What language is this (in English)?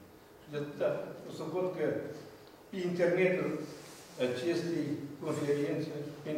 Romanian